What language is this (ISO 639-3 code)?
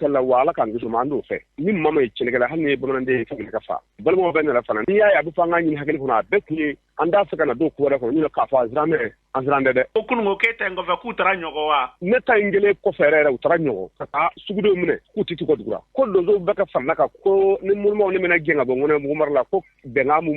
bam